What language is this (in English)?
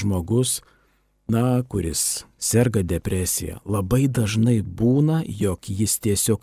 Lithuanian